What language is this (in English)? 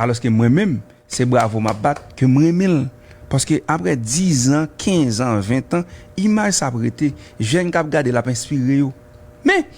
Haitian Creole